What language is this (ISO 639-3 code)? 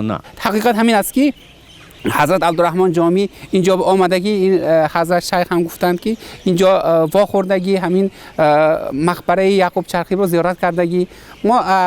tgk